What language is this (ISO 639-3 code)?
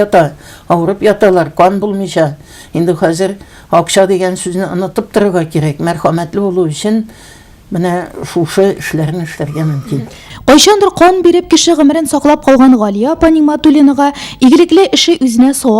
tat